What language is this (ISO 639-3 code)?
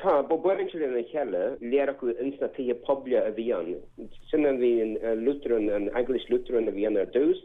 gle